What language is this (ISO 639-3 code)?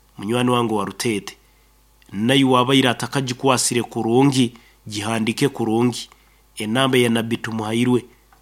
nyn